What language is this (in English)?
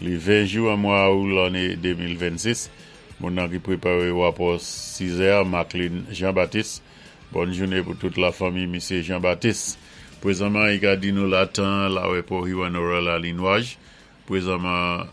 Saint Lucian Creole French